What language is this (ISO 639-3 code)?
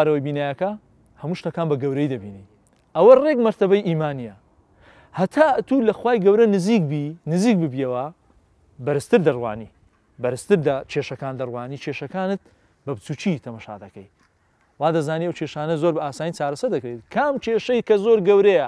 ckb